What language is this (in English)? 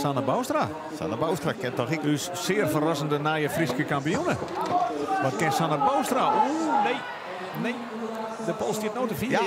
Western Frisian